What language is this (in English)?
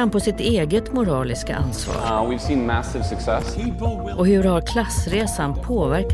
Swedish